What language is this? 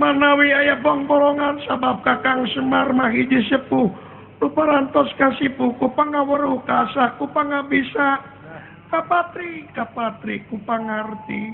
Sundanese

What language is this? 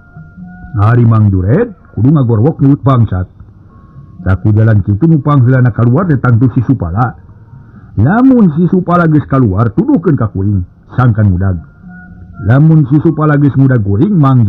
Sundanese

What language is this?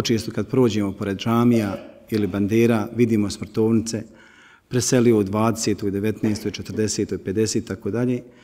Bosnian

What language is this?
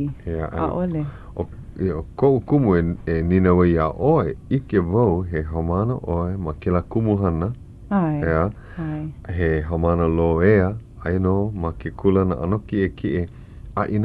Hawaiian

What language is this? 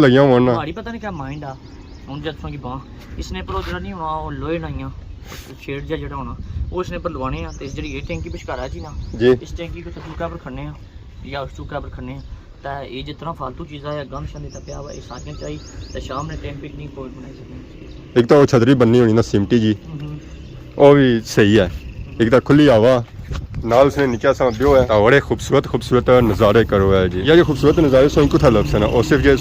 Pahari-Potwari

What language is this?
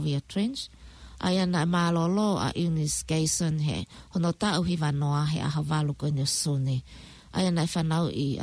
Tongan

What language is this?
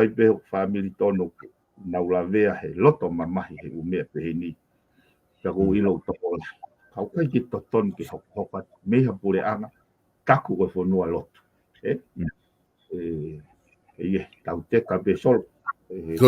Tongan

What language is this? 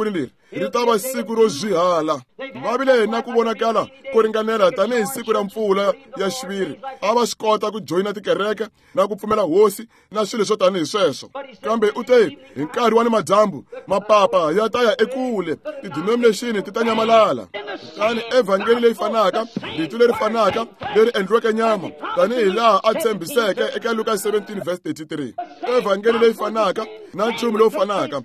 Tsonga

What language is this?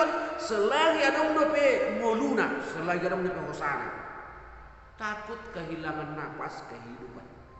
Batak Toba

